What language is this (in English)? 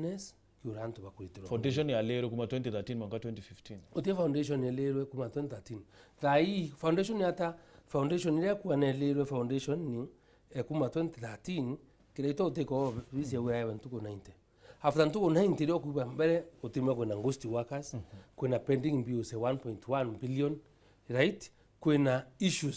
Meru